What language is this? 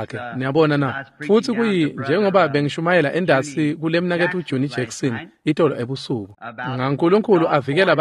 Swati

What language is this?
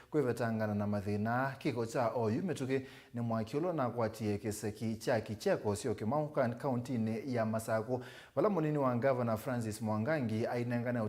Kamba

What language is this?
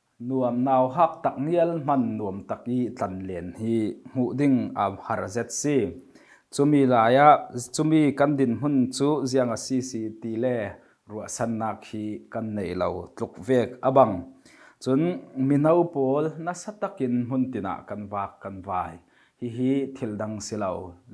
Falam Chin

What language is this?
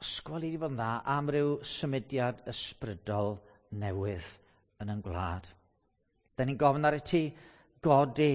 Welsh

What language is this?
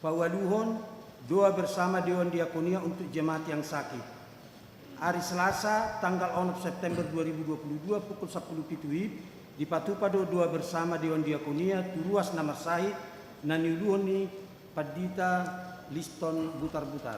Batak Toba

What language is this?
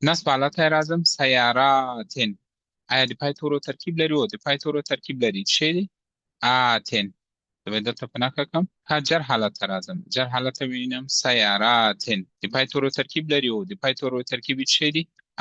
Pashto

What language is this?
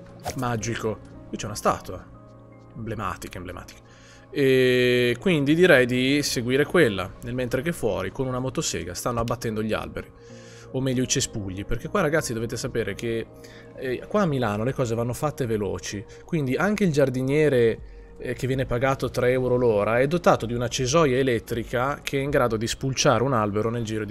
Italian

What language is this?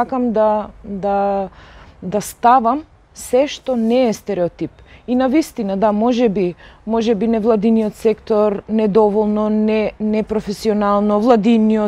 Macedonian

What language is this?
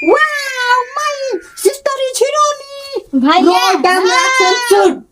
Maithili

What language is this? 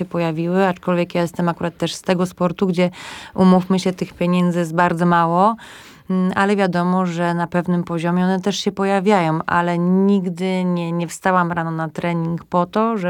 Polish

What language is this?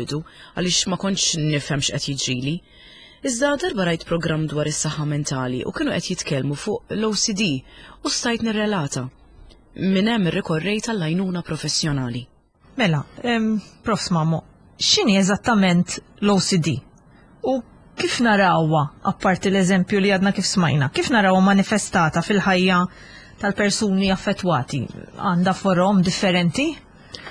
Maltese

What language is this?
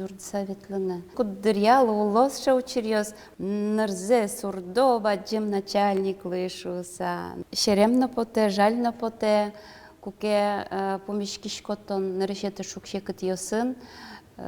Udmurt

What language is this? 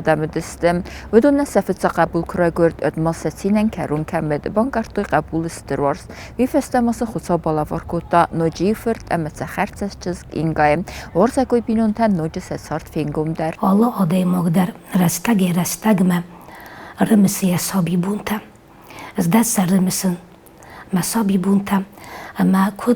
Ossetic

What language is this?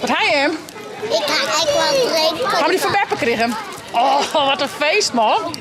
Western Frisian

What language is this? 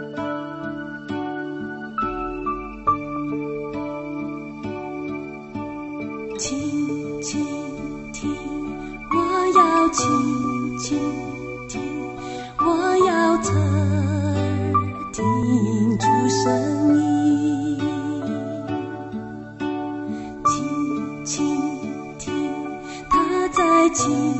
Chinese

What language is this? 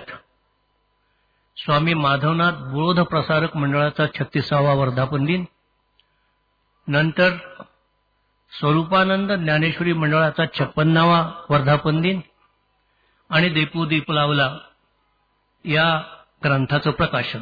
Marathi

